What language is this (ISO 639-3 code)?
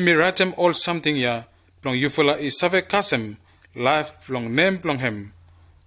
bis